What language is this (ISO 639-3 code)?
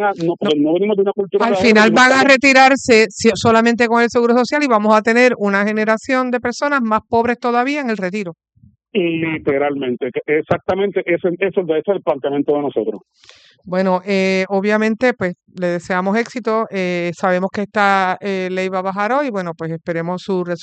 spa